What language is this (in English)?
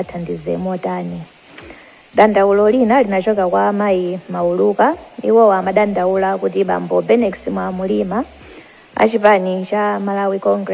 Nyanja